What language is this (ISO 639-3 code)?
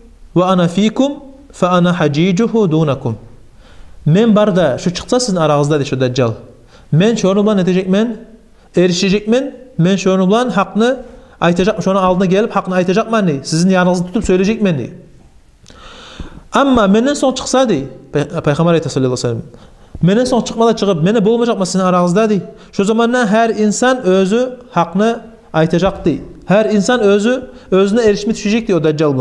kum